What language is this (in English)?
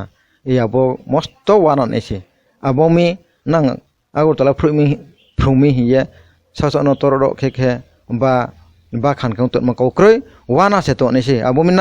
Kok Borok